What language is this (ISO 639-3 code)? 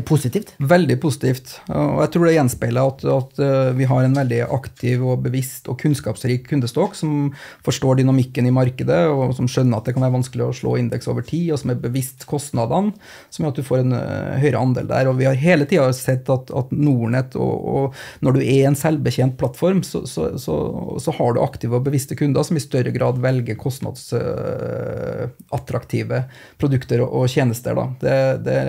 nor